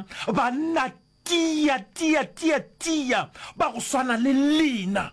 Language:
Northern Sotho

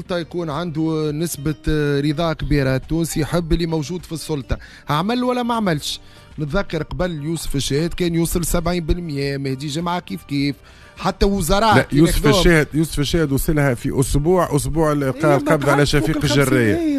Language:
Tunisian Arabic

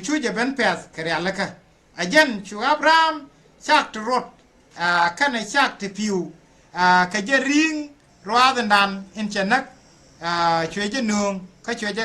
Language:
Nuer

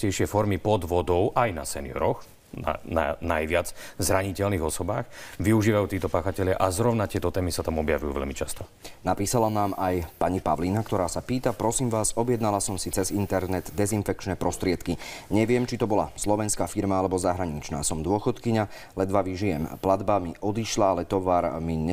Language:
Slovak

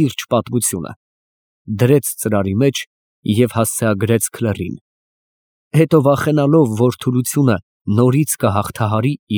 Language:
Armenian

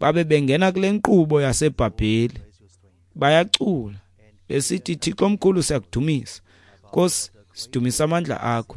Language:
Xhosa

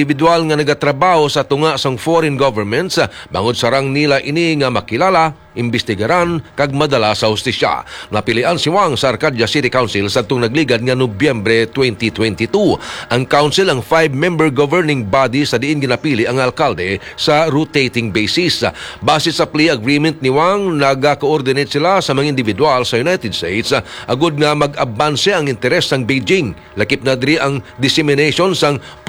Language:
Hiligaynon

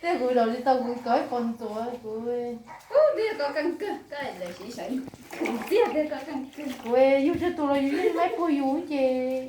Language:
Hmong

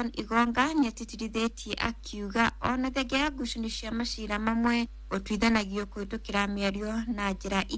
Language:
Kikuyu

